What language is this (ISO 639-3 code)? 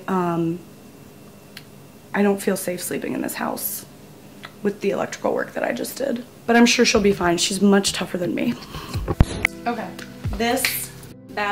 eng